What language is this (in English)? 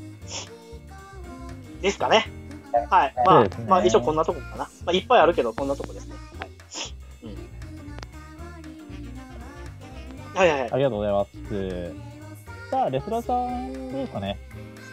Japanese